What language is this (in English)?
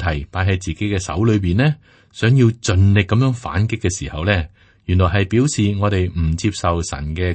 Cantonese